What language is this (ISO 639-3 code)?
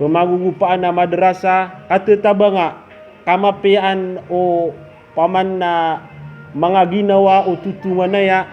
mrw